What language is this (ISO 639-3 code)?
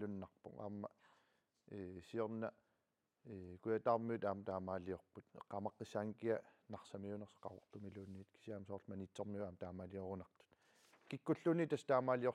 kal